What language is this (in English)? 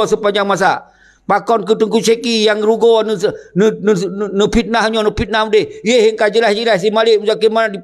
Achinese